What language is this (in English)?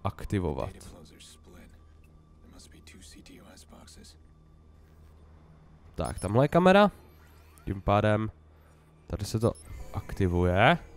Czech